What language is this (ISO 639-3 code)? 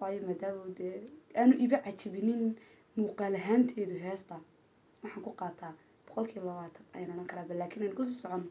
som